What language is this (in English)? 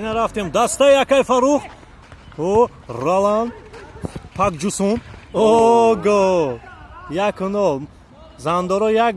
Tajik